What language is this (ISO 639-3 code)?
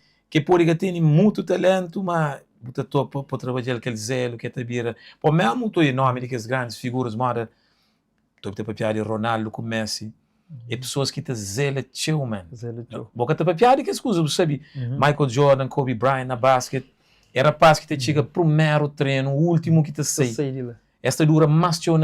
kea